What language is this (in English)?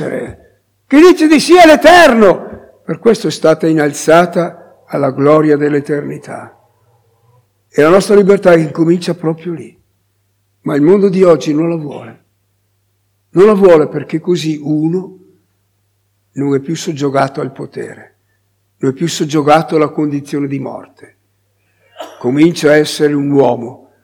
Italian